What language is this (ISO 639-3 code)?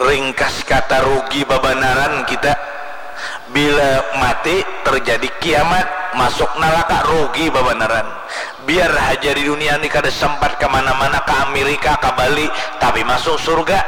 bjn